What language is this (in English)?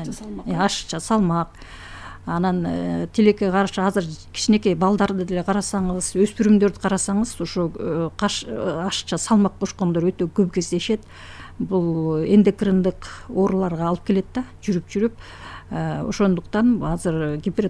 Kyrgyz